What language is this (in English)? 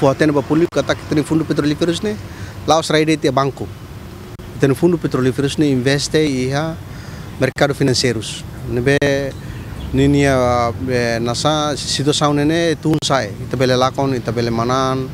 Tetum